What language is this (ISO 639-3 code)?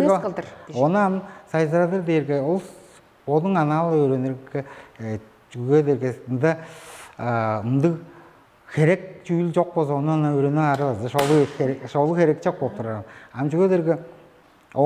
tyv